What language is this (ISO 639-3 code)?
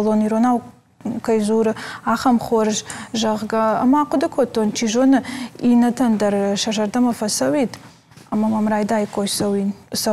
oss